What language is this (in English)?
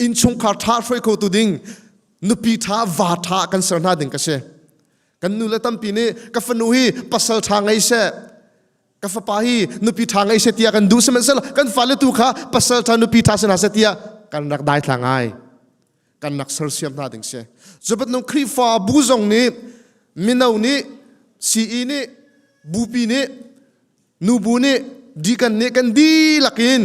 Hakha Chin